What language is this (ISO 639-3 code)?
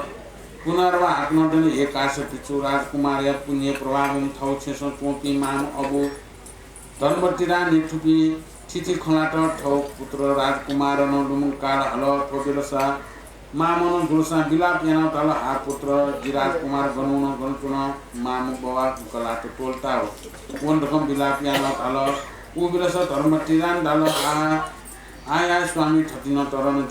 new